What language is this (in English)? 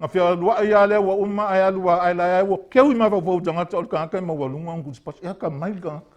Samoan